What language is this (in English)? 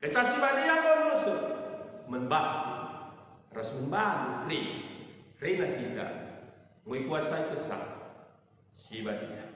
Batak Karo